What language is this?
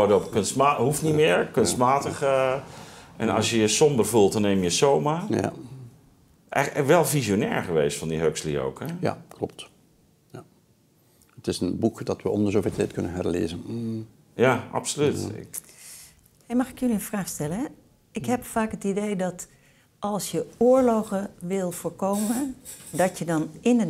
Dutch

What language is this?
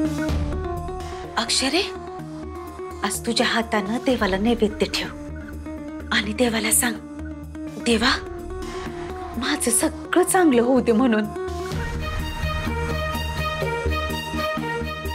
Marathi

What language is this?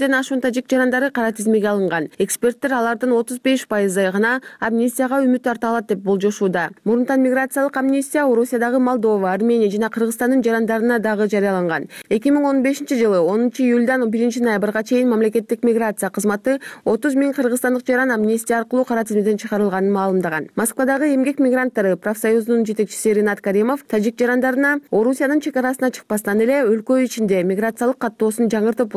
Kyrgyz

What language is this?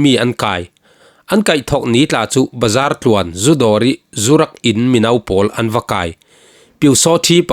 Falam Chin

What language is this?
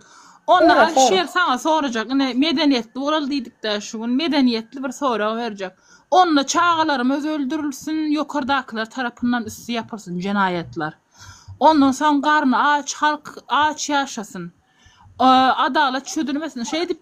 Turkmen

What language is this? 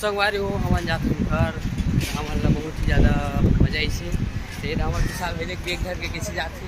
Chhattisgarhi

